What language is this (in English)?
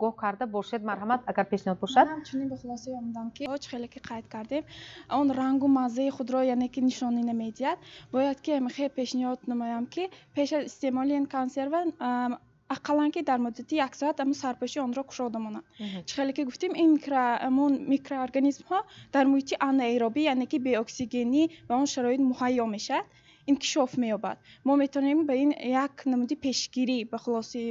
Tajik